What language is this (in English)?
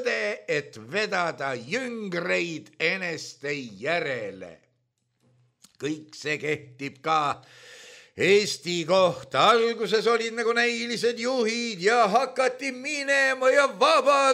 Estonian